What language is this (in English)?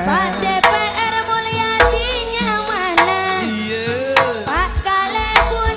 Madurese